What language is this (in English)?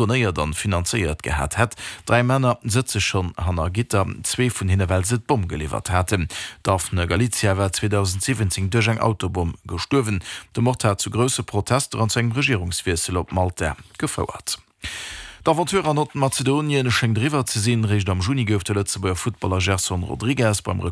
Luxembourgish